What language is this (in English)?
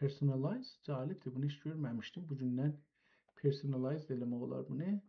South Azerbaijani